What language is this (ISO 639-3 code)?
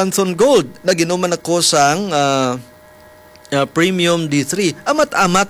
hil